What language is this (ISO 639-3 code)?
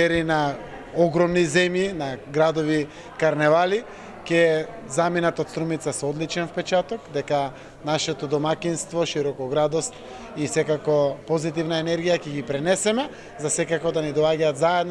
mkd